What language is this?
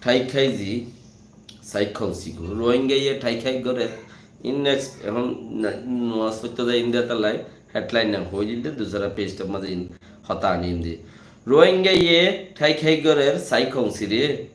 Rohingya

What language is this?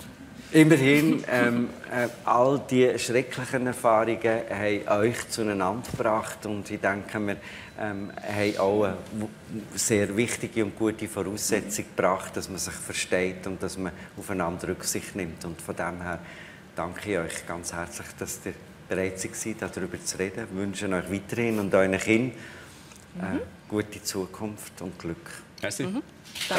Swiss German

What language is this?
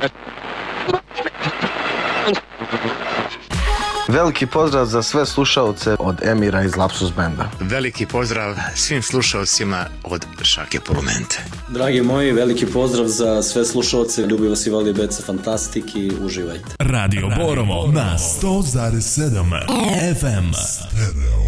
Serbian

